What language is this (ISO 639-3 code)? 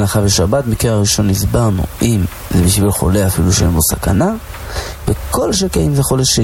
heb